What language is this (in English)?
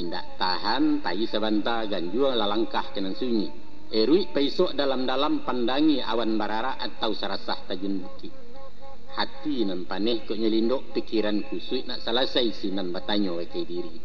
Minangkabau